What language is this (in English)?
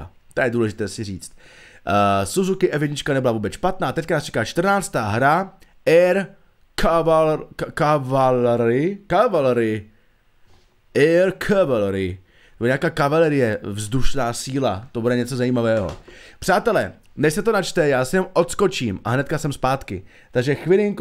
Czech